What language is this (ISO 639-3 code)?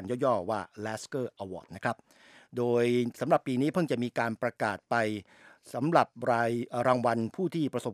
tha